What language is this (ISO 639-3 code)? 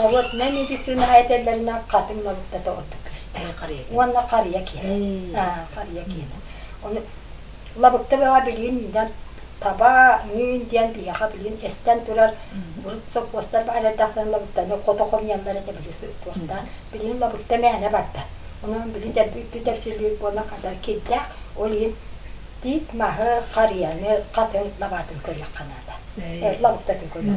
sah